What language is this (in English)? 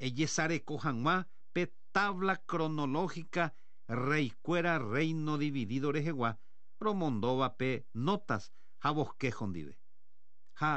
Guarani